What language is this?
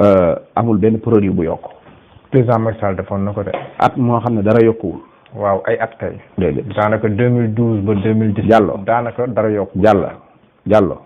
Wolof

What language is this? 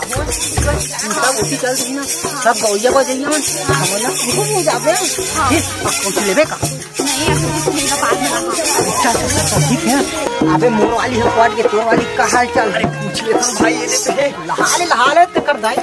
Chhattisgarhi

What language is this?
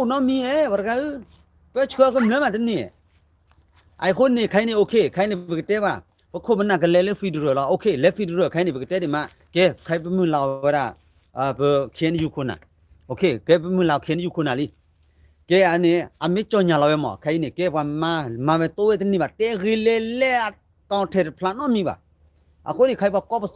S'gaw Karen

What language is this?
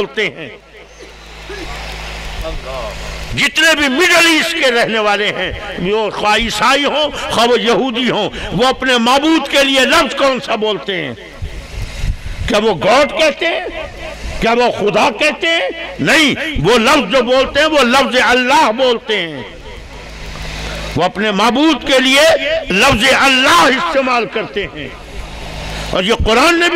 Urdu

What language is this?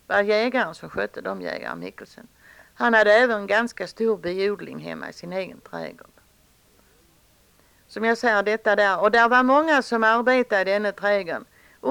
Swedish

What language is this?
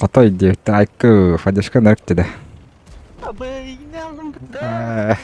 Yakut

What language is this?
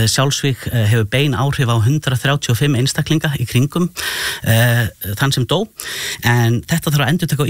Icelandic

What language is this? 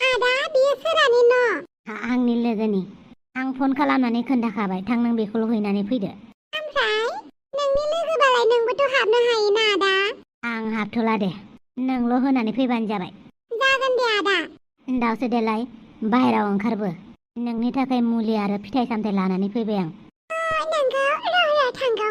Bodo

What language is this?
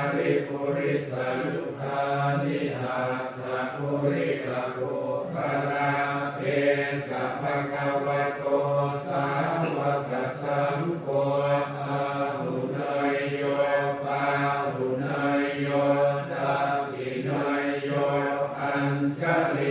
Pali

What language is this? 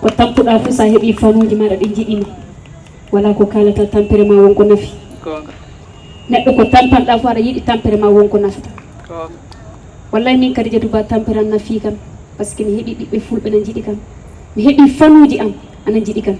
Fula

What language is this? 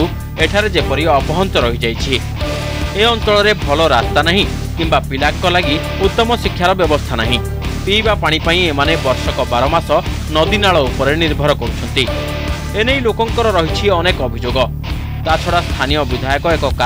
Odia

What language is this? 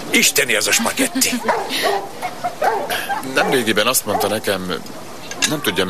Hungarian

